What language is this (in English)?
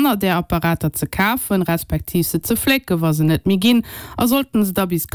Luxembourgish